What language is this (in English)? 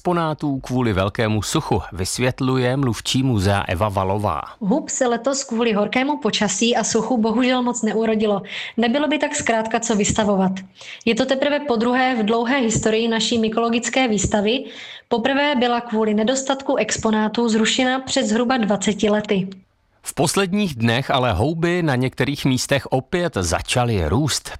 Czech